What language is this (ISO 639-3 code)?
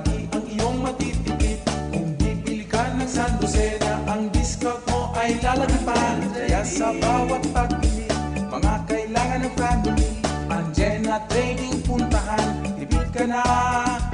bik